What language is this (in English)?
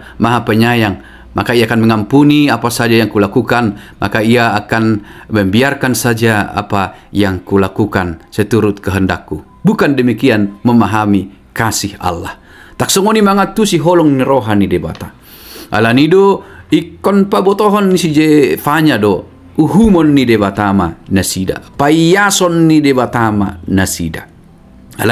Batak Toba